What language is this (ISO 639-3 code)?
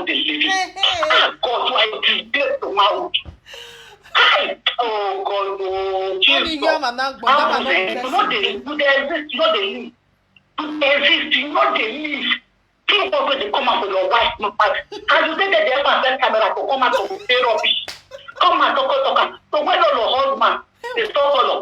pcm